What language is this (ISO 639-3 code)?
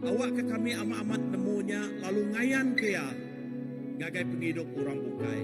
iba